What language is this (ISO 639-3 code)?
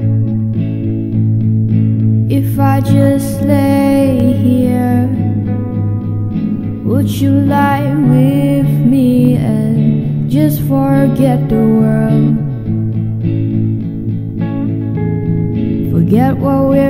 eng